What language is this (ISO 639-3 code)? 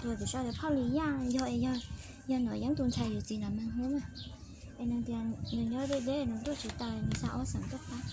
hmn